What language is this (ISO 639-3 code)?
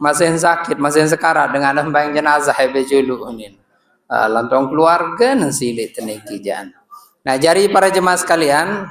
sas